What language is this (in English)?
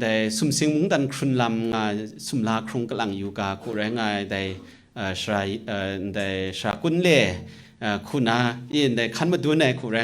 Kachin